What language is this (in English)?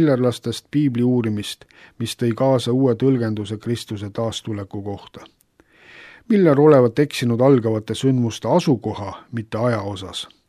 Estonian